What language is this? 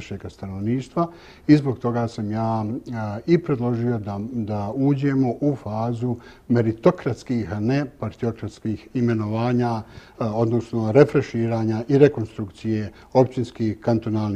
Bosnian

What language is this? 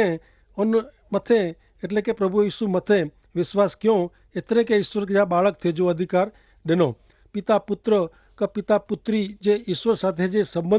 Kachhi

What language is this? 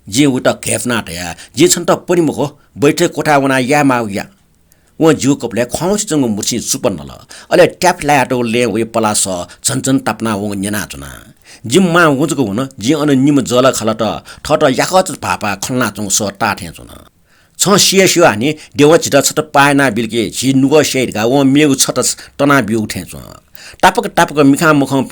Newari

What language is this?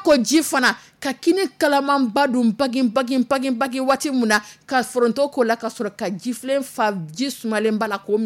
Dyula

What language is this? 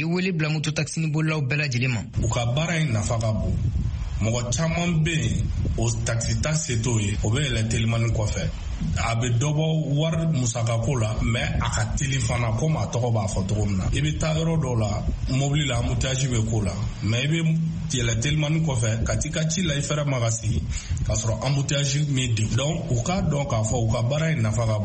Bambara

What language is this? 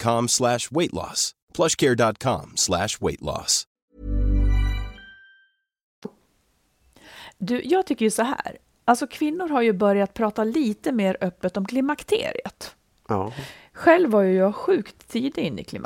Swedish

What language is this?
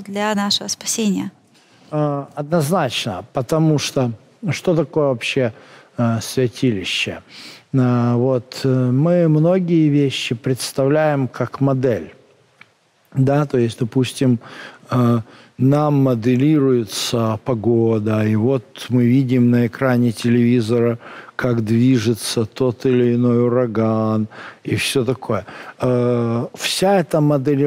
Russian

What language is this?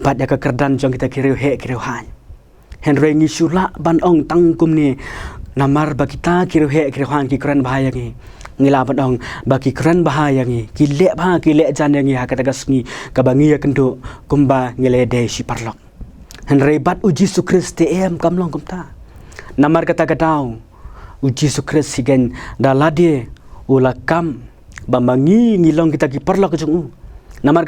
Khasi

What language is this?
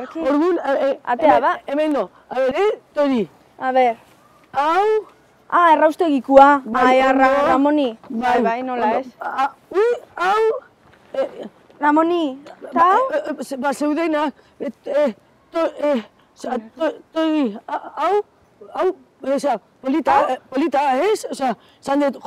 Basque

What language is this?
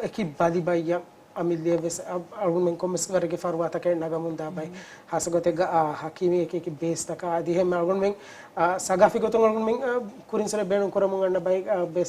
Divehi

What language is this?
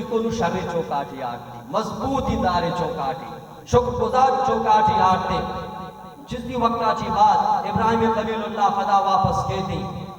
Baluchi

